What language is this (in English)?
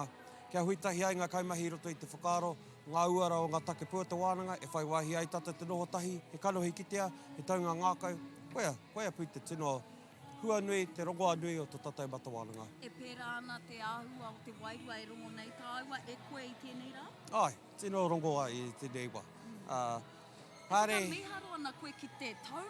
Māori